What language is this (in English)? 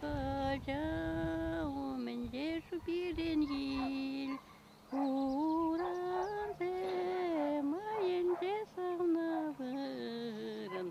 Chuvash